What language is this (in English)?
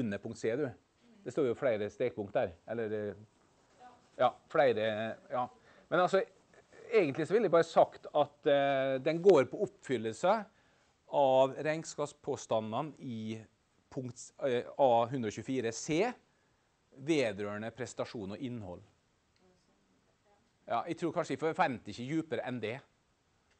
Norwegian